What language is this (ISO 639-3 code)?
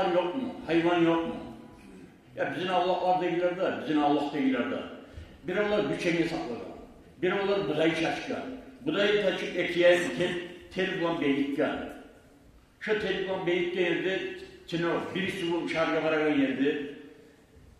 kum